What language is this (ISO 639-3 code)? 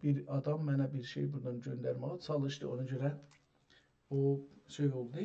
azb